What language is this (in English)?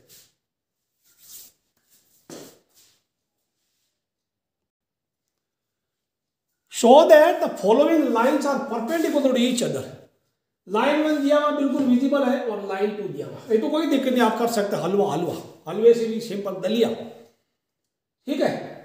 Hindi